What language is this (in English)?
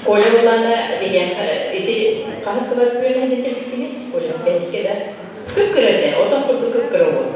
Yakut